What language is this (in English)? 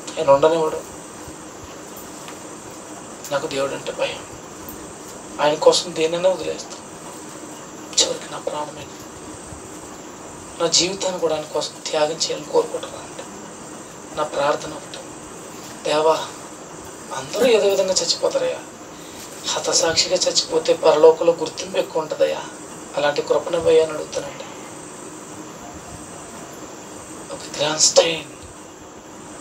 Telugu